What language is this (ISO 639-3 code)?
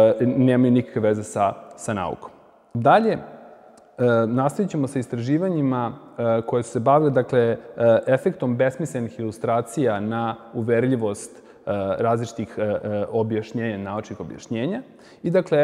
srp